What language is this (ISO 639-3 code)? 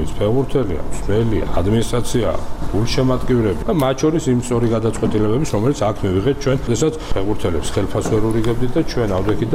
kat